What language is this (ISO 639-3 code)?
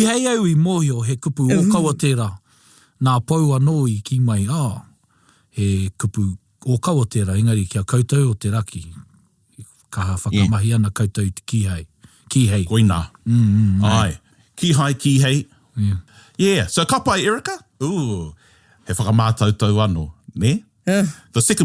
mri